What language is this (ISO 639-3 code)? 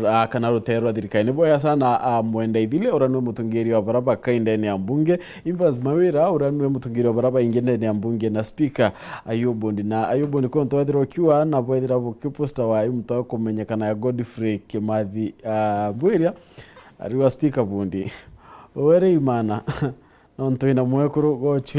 mer